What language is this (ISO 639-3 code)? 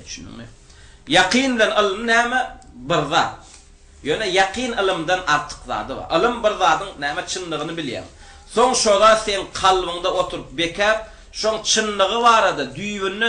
tuk